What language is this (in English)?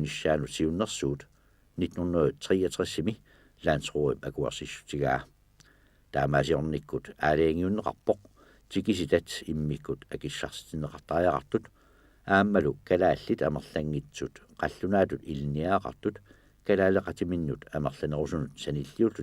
Kalaallisut